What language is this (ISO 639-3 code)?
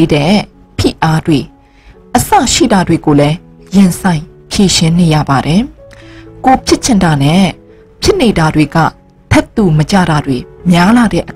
mya